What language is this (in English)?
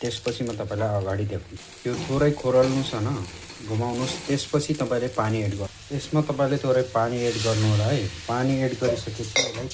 Nepali